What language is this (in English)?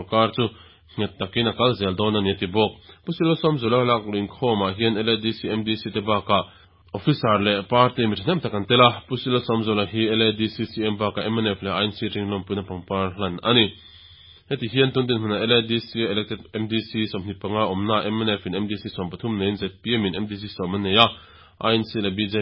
Mizo